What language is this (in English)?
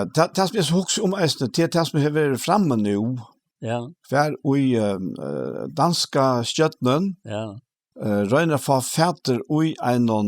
Faroese